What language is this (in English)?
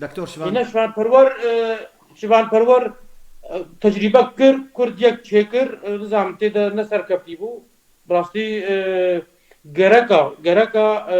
Kurdish